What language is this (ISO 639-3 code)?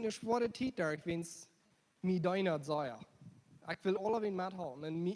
pdt